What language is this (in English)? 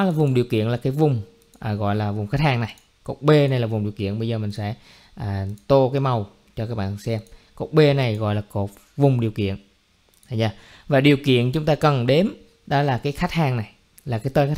Vietnamese